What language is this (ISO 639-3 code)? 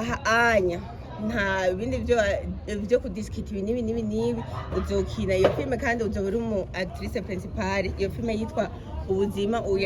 run